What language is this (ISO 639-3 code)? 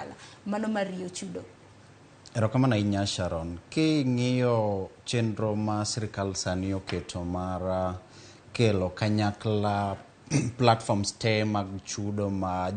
luo